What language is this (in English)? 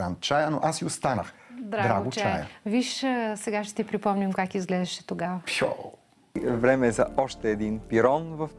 Bulgarian